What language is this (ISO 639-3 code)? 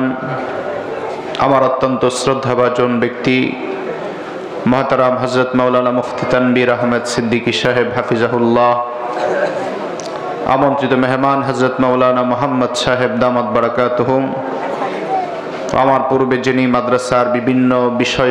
ben